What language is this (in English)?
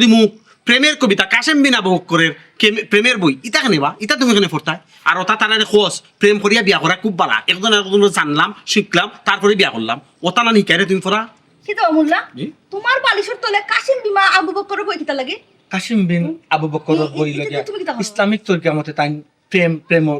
Sylheti